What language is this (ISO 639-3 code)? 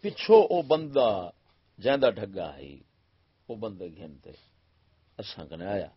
skr